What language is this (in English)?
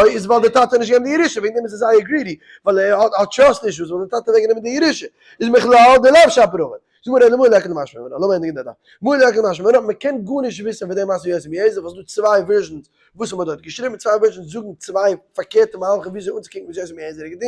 Yiddish